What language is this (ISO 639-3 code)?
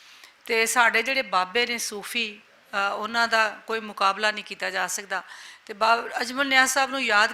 lah